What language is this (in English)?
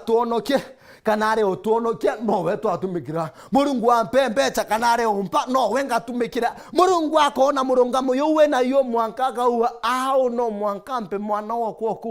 Meru